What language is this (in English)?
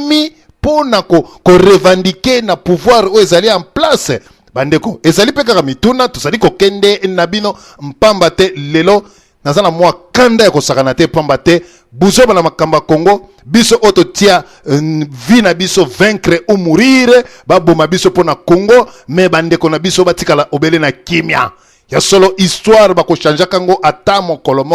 Lingala